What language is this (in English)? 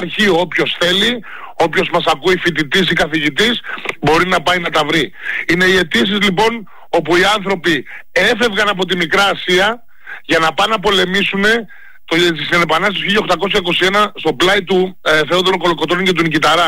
Greek